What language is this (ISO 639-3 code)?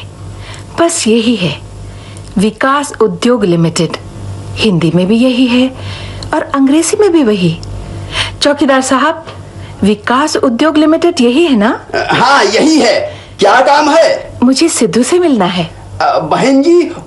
hin